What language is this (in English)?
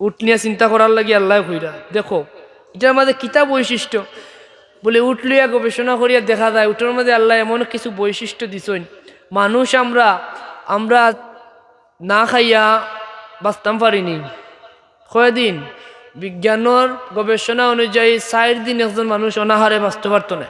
Sylheti